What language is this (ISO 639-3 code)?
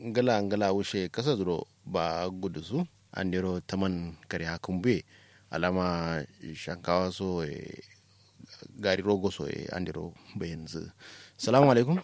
kau